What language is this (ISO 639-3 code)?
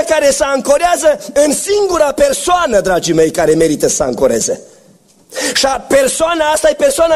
ron